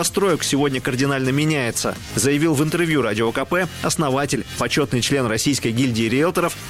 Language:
Russian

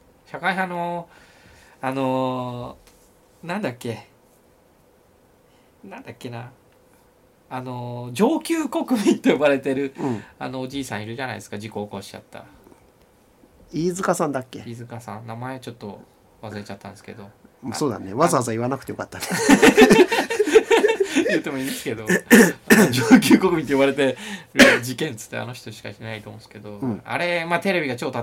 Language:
Japanese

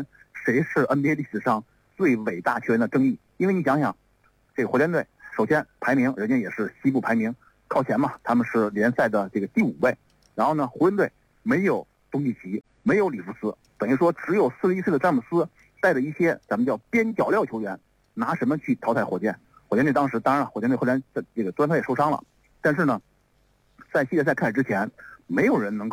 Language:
Chinese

